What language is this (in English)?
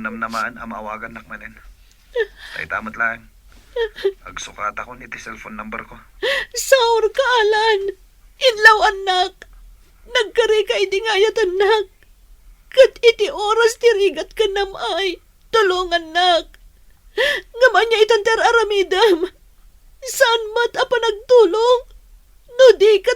Iloko